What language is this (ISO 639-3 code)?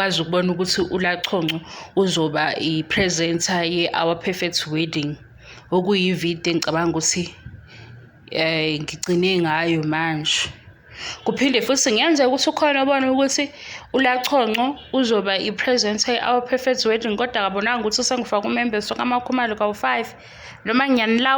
zul